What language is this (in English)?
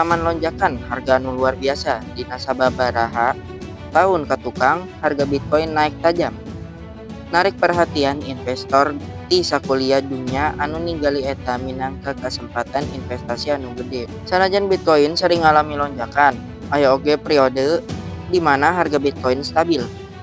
Sundanese